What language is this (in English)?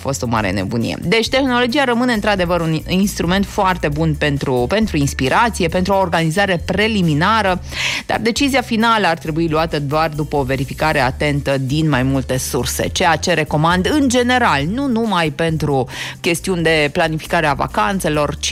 Romanian